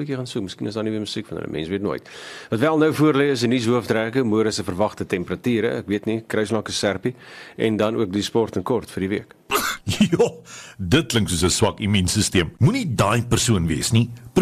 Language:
Afrikaans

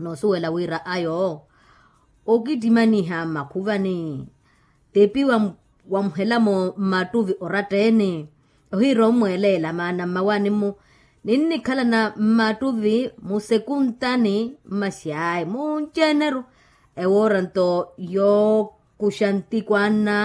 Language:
Makhuwa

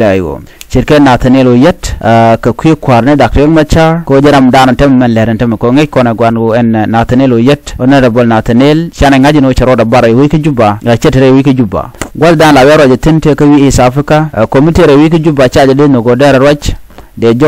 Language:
Nuer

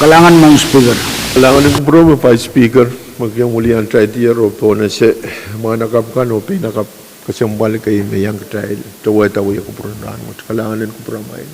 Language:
Pohnpeian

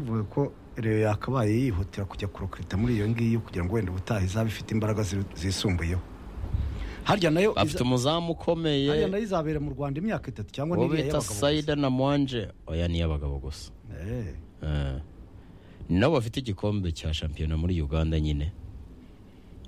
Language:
Kinyarwanda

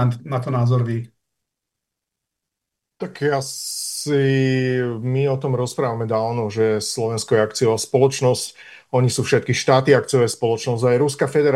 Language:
Slovak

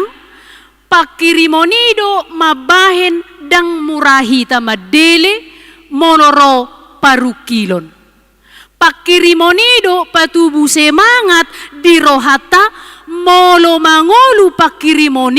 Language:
Batak Toba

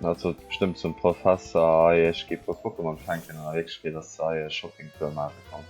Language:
Luxembourgish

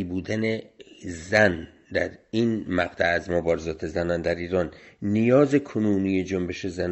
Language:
Persian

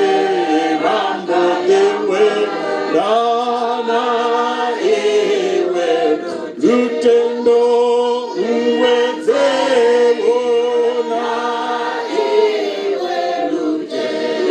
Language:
Venda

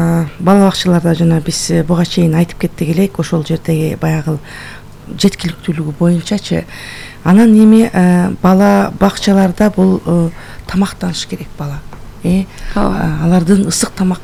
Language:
Kyrgyz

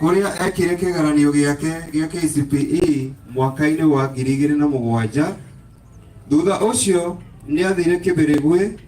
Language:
Kikuyu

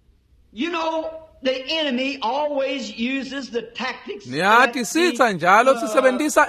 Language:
Swati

